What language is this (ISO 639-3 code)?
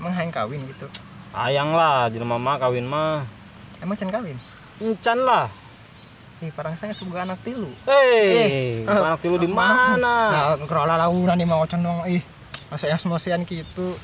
sun